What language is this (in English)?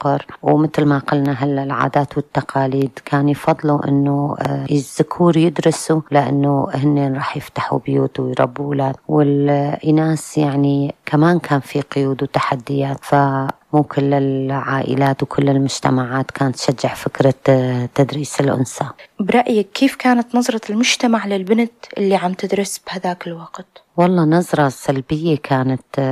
North Levantine Arabic